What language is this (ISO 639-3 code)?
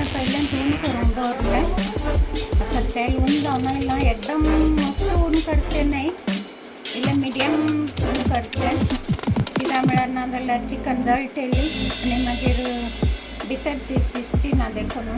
kok